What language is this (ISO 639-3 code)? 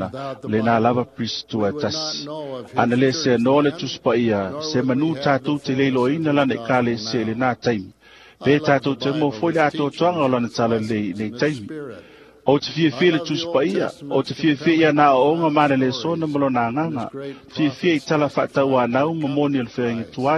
smo